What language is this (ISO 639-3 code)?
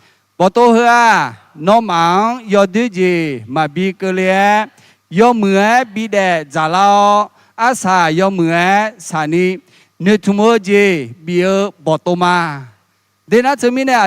ahk